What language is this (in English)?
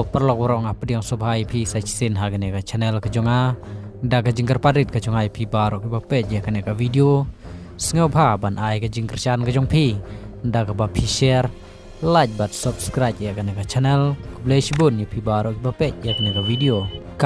Khasi